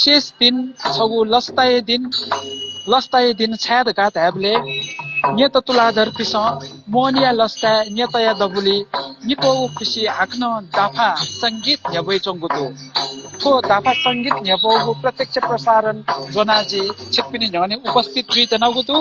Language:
Newari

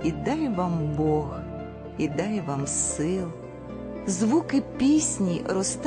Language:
Ukrainian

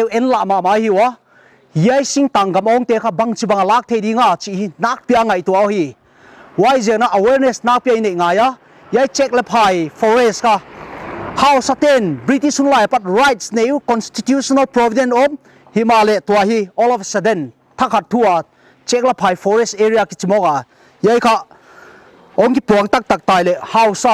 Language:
Paite Chin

